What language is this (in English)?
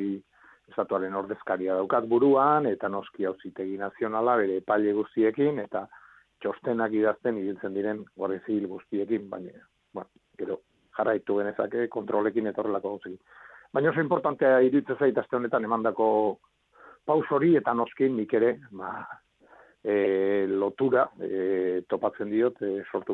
Basque